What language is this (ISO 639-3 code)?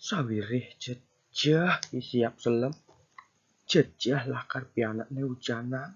ban